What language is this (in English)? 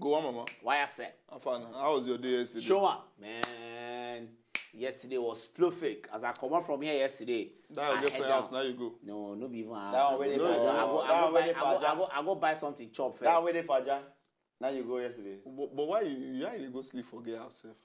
Nigerian Pidgin